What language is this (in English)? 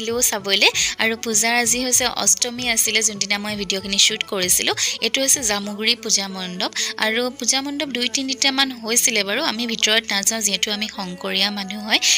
Assamese